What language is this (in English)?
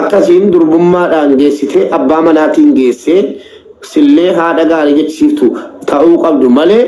Oromo